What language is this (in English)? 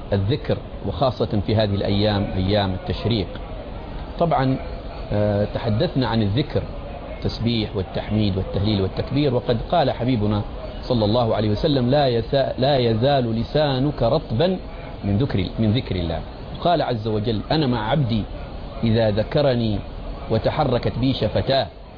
Arabic